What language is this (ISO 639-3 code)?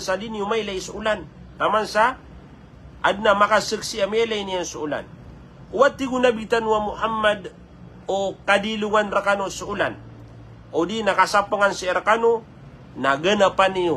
mrw